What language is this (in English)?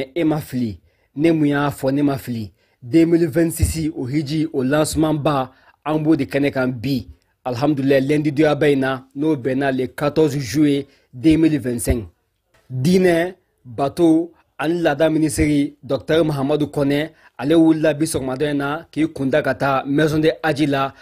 Bambara